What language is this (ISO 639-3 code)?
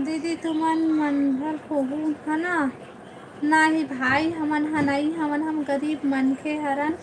hne